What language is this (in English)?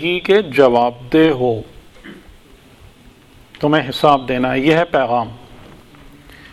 Urdu